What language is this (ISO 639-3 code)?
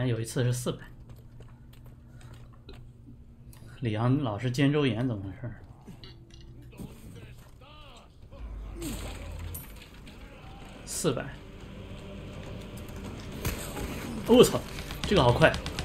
zho